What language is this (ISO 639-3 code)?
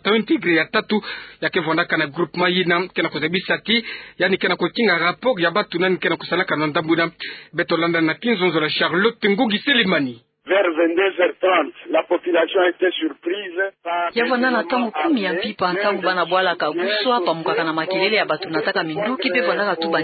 ktu